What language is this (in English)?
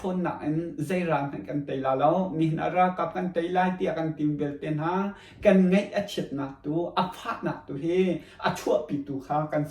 Hakha Chin